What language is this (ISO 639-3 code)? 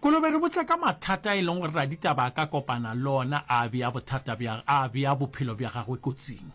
nso